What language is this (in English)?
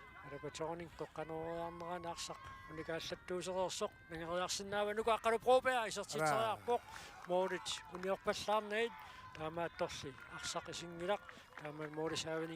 Kalaallisut